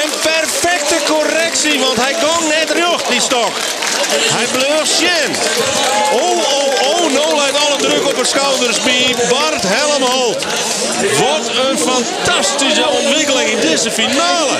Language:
Western Frisian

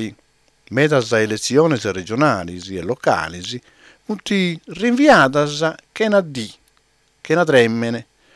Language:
Sardinian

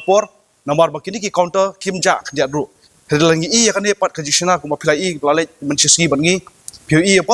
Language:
Khasi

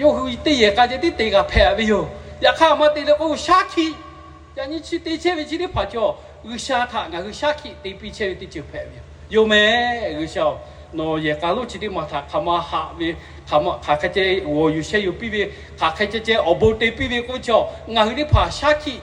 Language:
Lahu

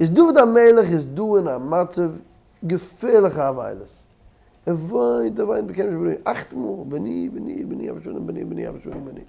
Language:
Yiddish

